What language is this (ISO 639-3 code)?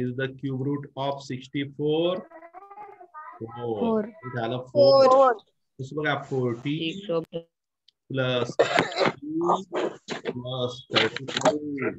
mar